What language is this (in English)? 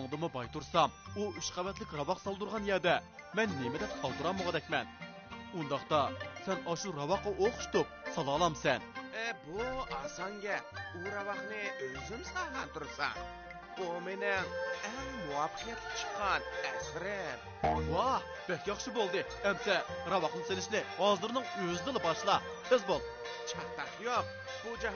Uyghur